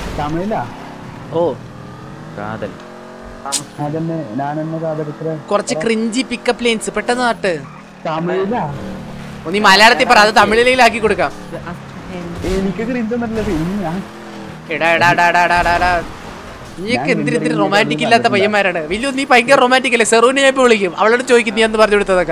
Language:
Malayalam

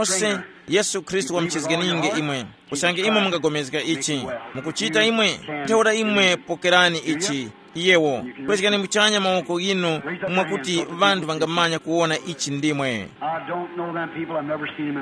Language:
Tumbuka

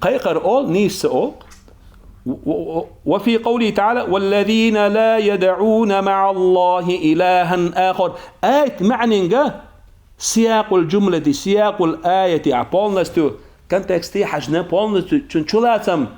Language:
Chechen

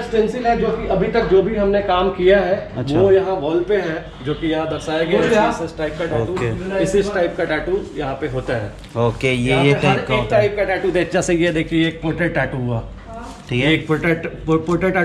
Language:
Hindi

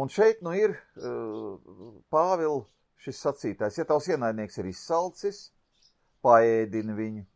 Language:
Latvian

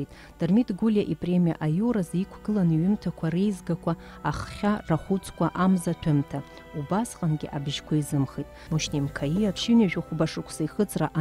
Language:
Abkhazian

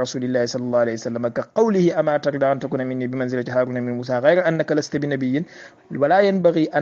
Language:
Wolof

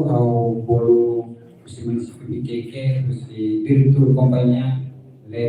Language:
Tetum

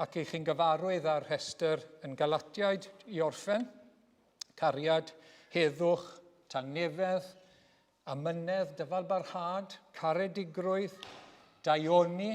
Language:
Welsh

